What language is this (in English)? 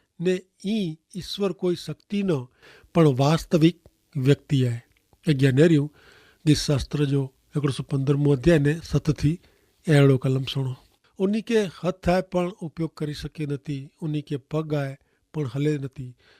Kachhi